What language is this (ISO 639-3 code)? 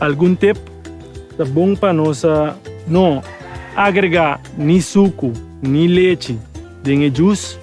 pap